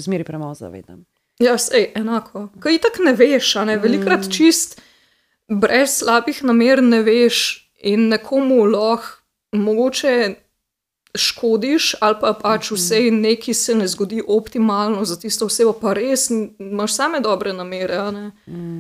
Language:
Slovenian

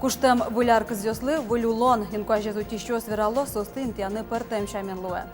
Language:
Udmurt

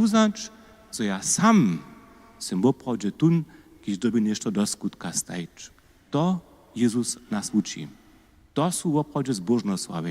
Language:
Upper Sorbian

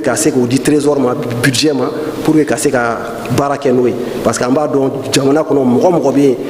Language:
Bambara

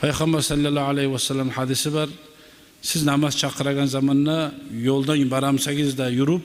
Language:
Kumyk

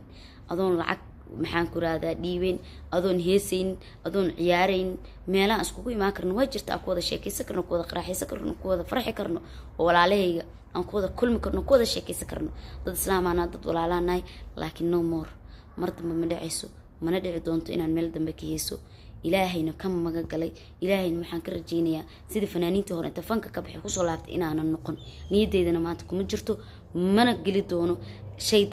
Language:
Somali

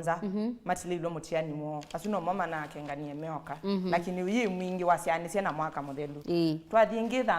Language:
Kamba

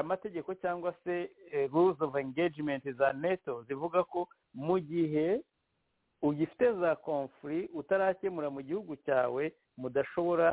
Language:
Kinyarwanda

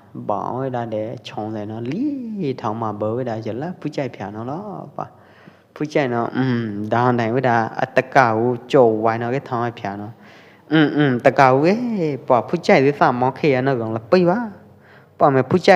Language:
Pwo Eastern Karen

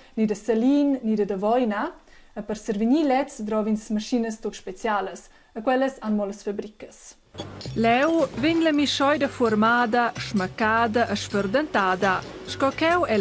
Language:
Romansh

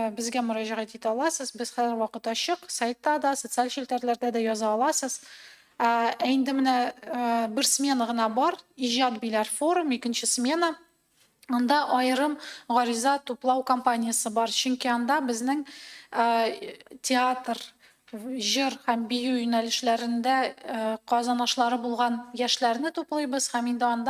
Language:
Tatar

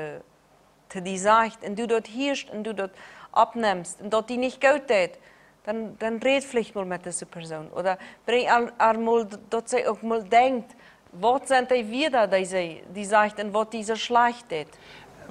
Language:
Plautdietsch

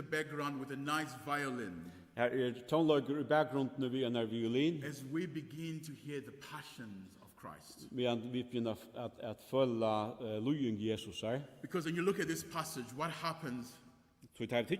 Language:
Faroese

